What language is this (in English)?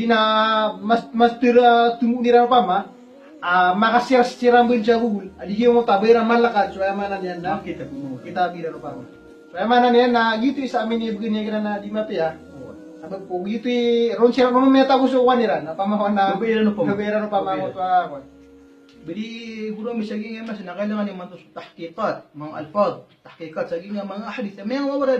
Maranao